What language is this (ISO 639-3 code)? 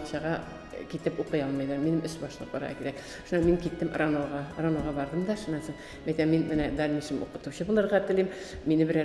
bak